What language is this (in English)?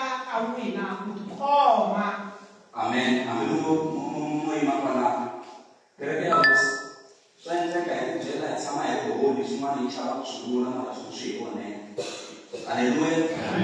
Tsonga